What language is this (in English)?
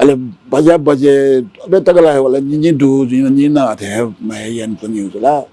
Newari